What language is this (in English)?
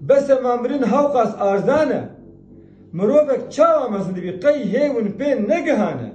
Kurdish